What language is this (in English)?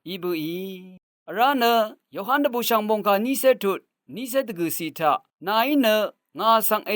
Rawang